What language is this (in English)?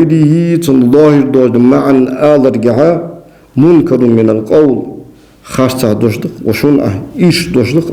Ingush